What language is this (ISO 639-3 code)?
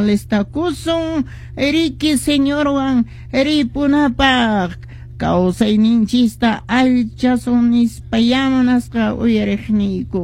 que